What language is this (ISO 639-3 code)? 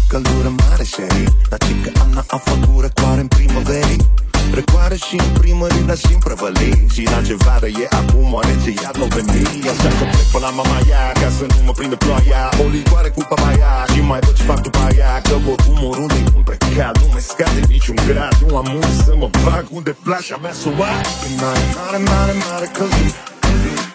ron